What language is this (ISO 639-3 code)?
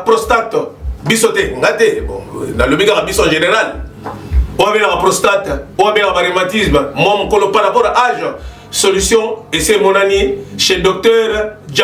lin